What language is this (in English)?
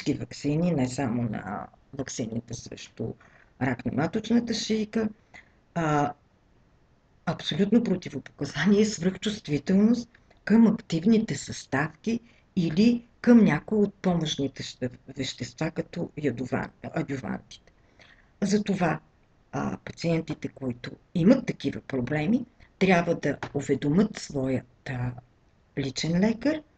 Bulgarian